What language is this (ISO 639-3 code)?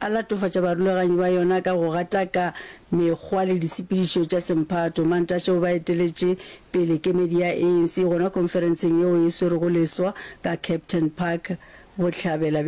nso